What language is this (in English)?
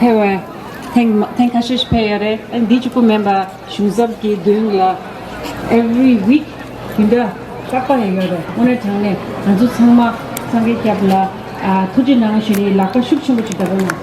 Tibetan